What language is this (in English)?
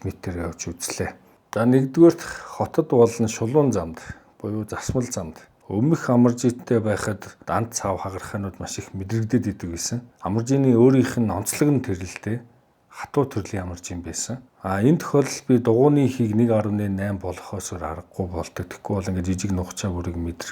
Mongolian